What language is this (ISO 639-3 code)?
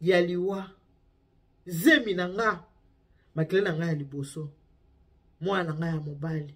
lin